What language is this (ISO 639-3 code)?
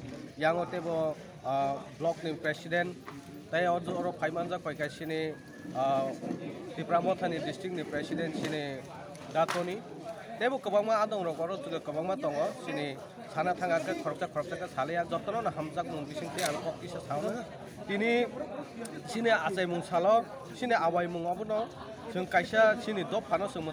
trp